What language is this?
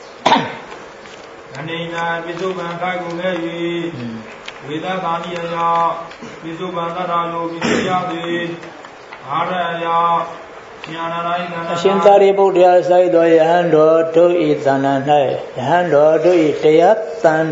Burmese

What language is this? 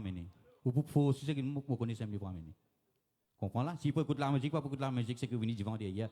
Morisyen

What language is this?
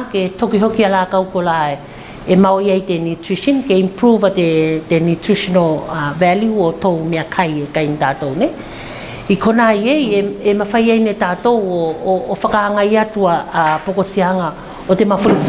Tuvalu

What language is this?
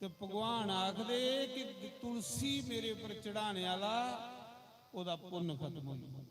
Dogri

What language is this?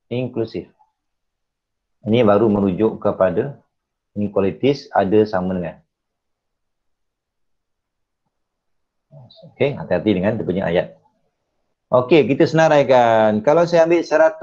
Malay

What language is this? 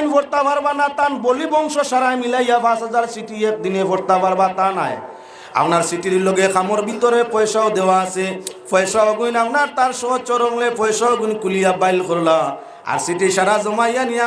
Sylheti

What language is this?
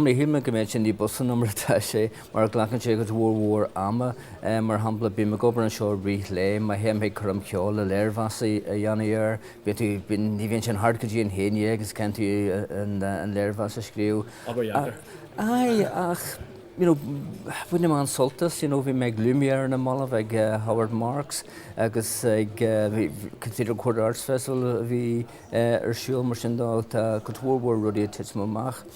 Irish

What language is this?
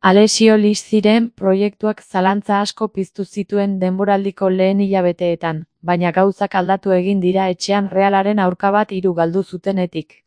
Basque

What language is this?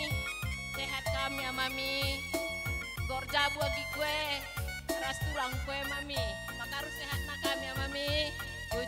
Batak Karo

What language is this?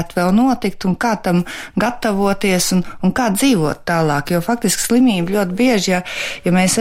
Latvian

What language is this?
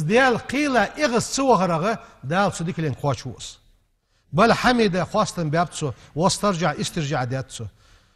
Ingush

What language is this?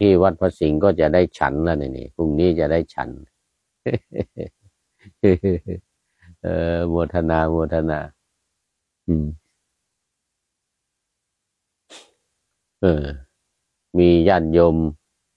Thai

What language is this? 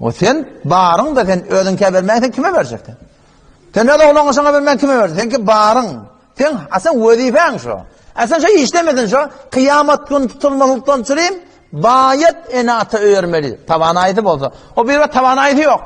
Turkmen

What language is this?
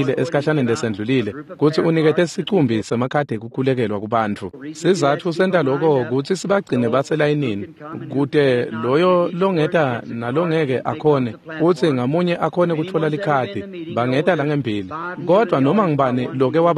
Swati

